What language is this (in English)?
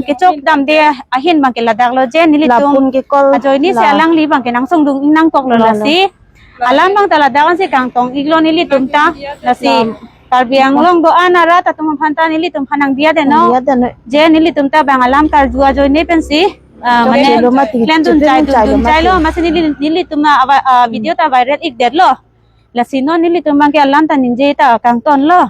Karbi